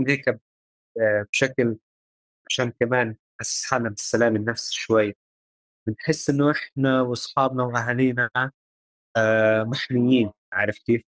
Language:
North Levantine Arabic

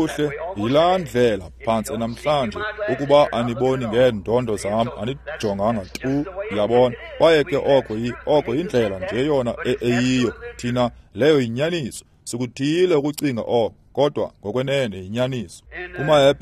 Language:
Xhosa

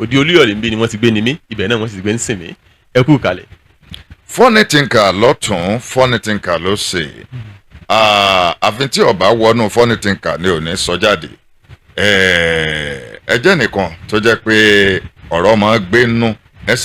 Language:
Yoruba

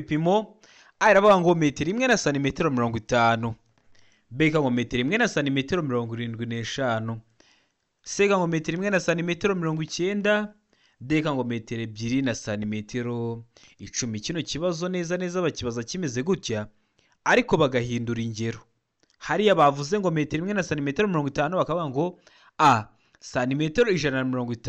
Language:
Kinyarwanda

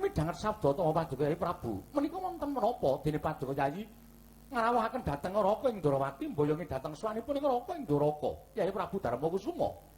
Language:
Javanese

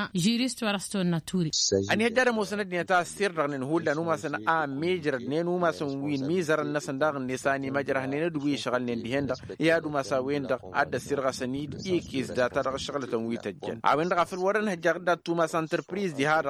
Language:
Tamasheq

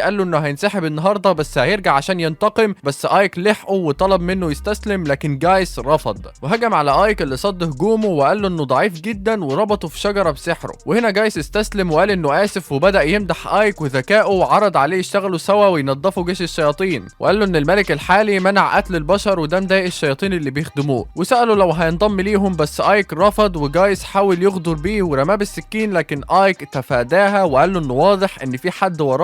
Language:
Egyptian Arabic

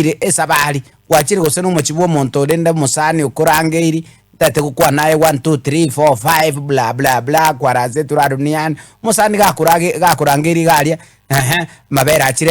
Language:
Gusii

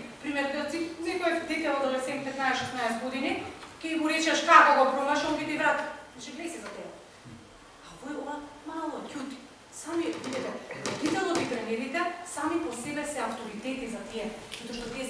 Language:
Macedonian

